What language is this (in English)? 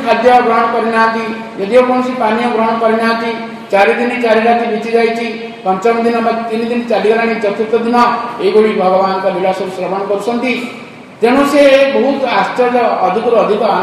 Odia